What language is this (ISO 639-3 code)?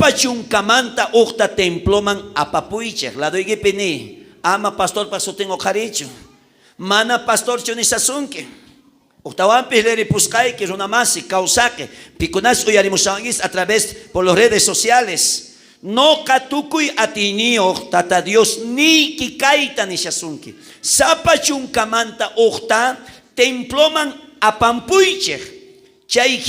quh